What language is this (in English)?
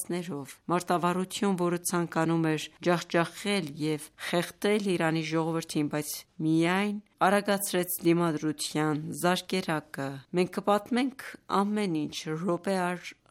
Armenian